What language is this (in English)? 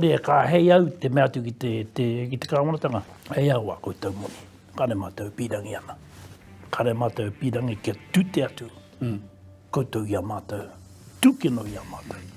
Māori